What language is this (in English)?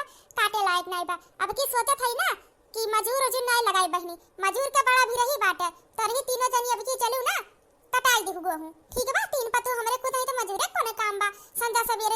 Awadhi